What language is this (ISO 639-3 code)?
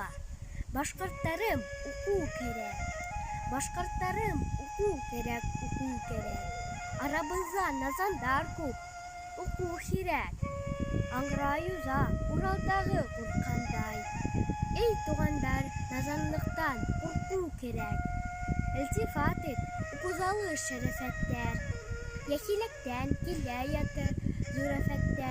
bak